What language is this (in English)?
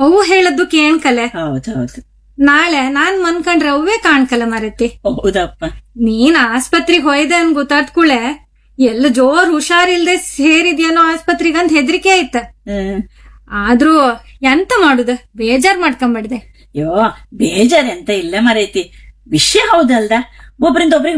Kannada